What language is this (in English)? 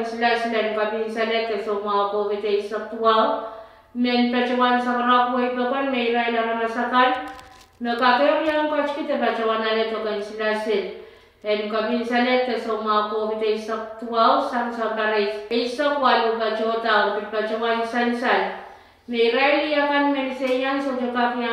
Pohnpeian